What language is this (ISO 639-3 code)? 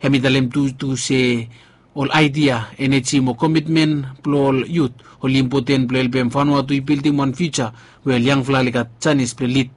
bis